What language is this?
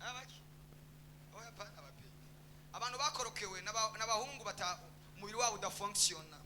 Rundi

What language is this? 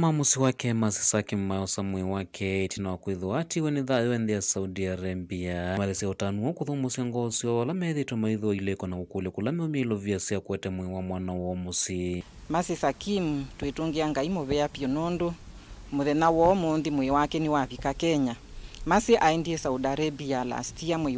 Kamba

